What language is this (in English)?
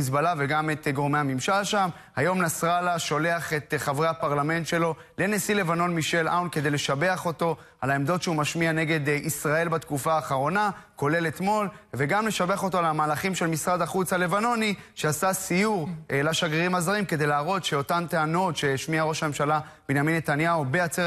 Hebrew